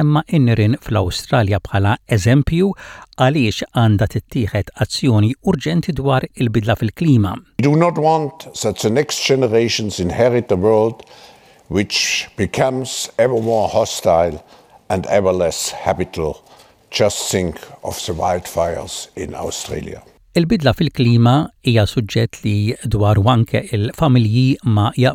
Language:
Maltese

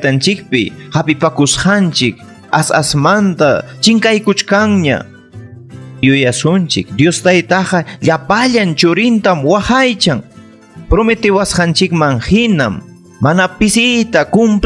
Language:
Ayacucho Quechua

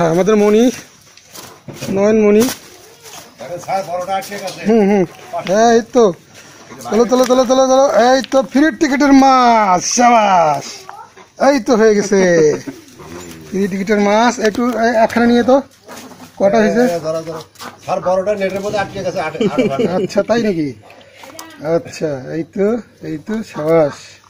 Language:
Bangla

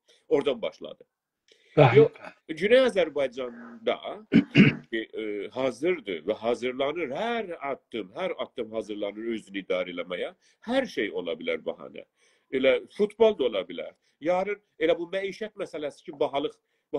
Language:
South Azerbaijani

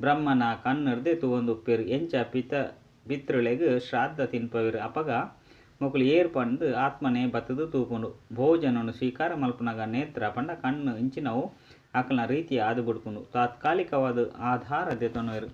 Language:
Tulu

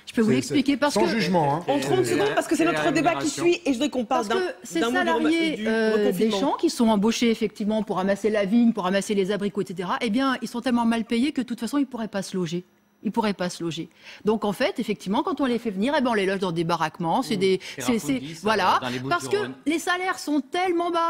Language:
French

